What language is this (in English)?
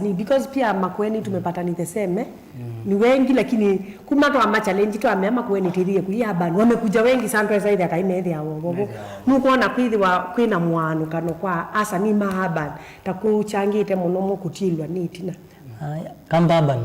Kamba